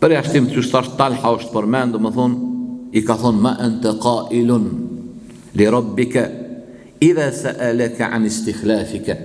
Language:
Albanian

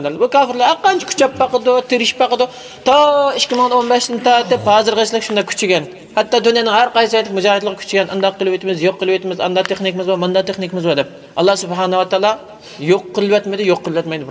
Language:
Uyghur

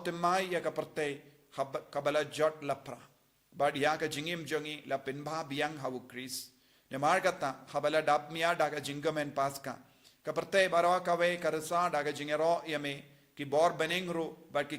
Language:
Khasi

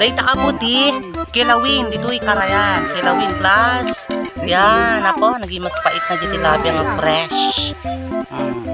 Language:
Iloko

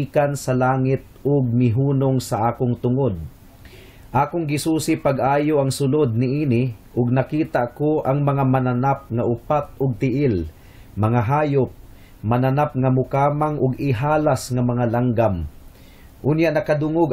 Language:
Cebuano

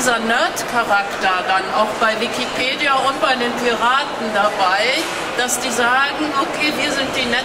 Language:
German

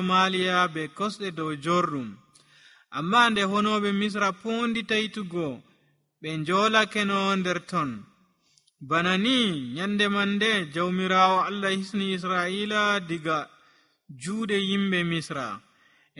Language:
Nigerian Fulfulde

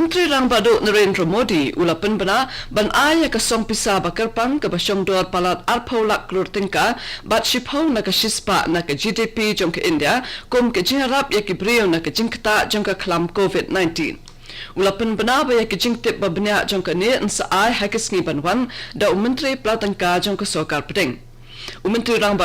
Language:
Khasi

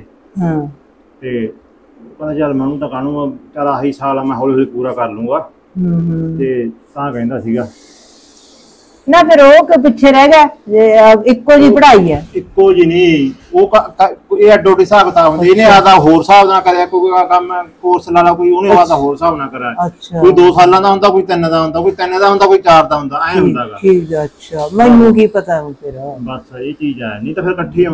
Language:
Punjabi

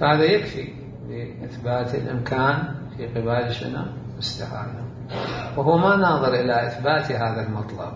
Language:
Mesopotamian Arabic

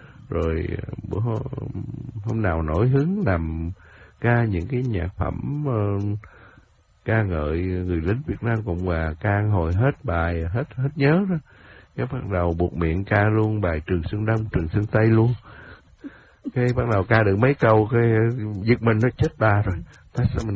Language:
Vietnamese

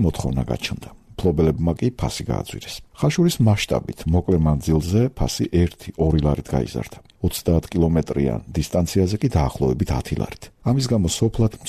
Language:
Georgian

